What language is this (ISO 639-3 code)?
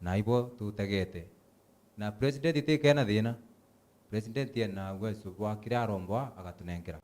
mer